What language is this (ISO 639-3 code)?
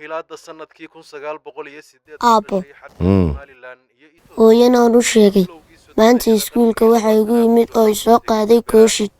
som